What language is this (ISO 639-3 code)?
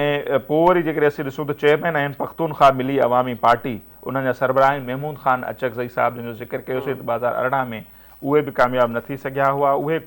snd